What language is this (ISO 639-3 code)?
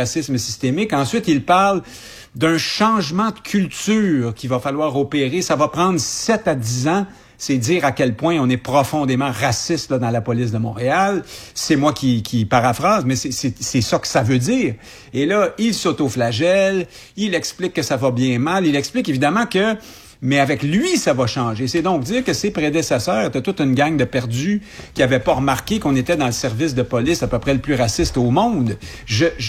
fra